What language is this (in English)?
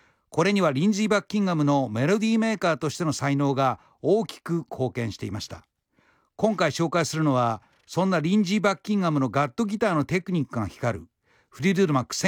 Japanese